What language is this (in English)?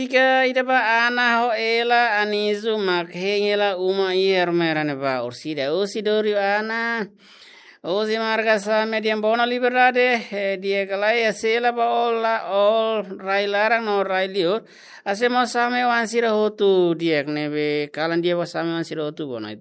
Tetum